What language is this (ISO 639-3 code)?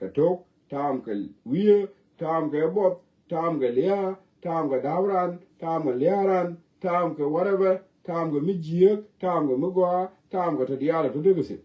nus